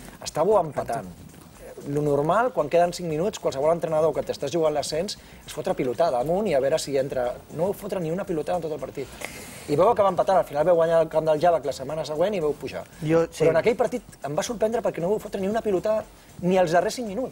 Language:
Catalan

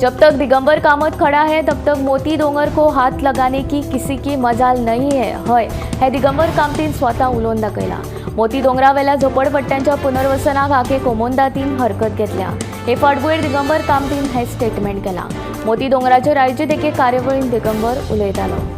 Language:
Konkani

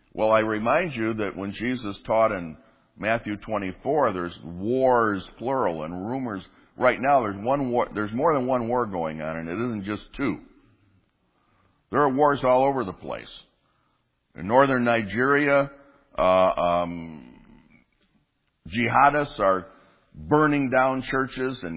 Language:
English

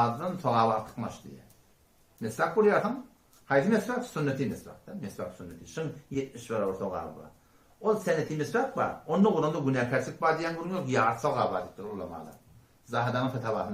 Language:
Turkmen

